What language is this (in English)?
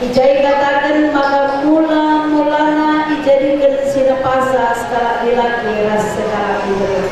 Batak Karo